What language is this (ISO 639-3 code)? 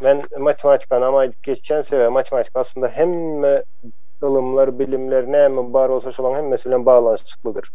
tuk